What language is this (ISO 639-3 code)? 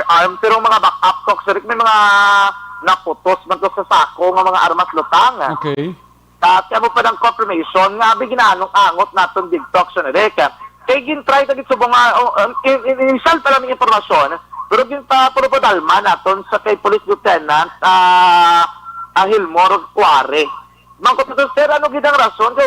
hil